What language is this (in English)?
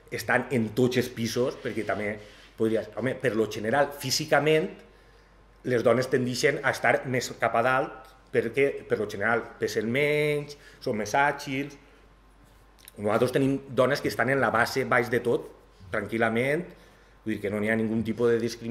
Catalan